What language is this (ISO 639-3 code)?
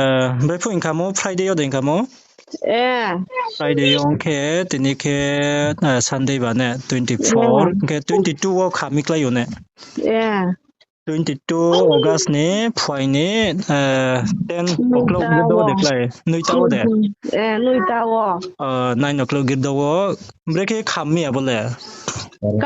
ria